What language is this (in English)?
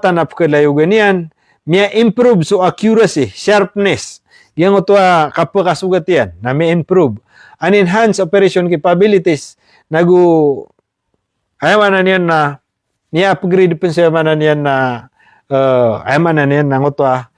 Maranao